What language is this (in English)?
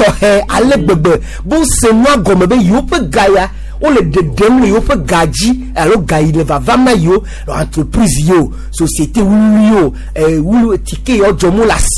Gen